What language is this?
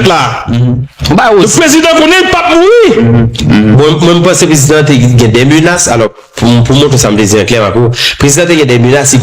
Haitian Creole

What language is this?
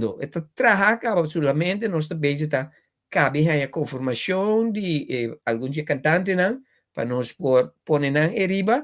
Papiamento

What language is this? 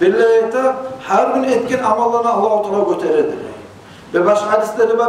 Kumyk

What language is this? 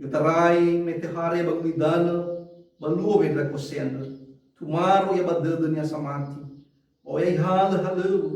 Nias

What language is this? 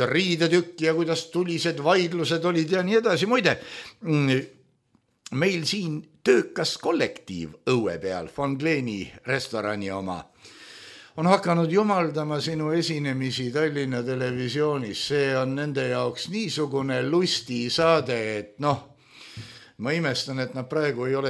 Estonian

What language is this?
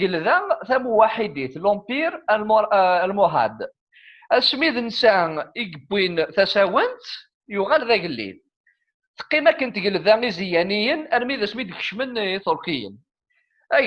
Kabyle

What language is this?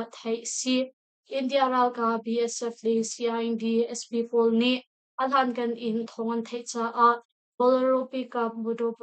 Hakha Chin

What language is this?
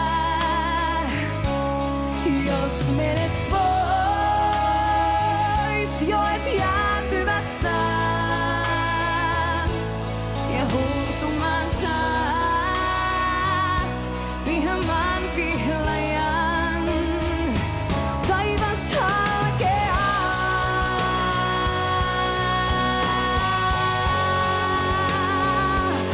Finnish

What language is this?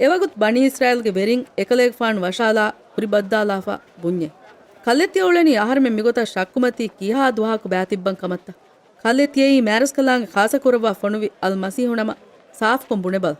Divehi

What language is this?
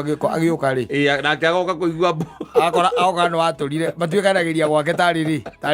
Kikuyu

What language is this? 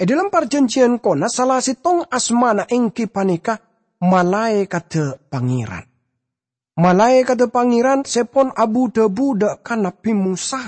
Madurese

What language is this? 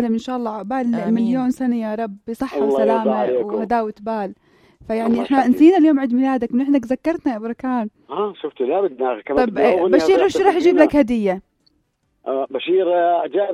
North Levantine Arabic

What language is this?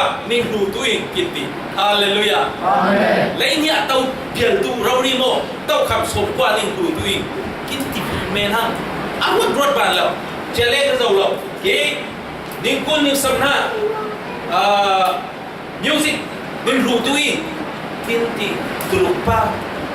Falam Chin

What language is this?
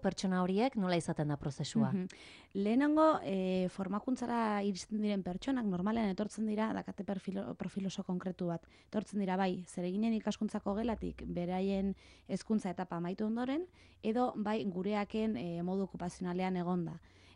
Basque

